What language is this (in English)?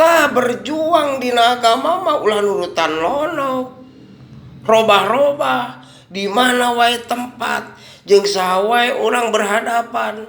Sundanese